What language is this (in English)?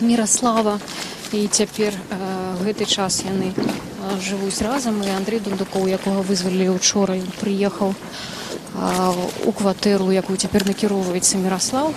Belarusian